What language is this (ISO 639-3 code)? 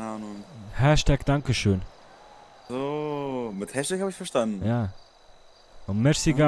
gsw